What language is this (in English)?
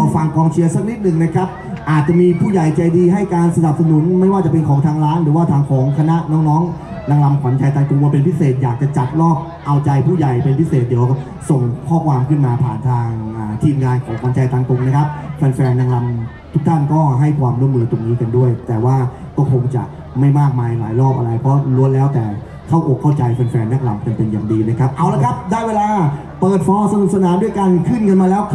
Thai